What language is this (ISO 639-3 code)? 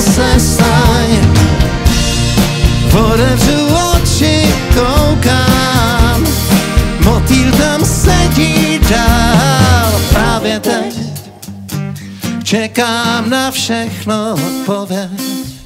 ces